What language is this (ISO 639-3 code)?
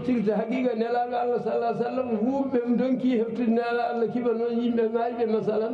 ful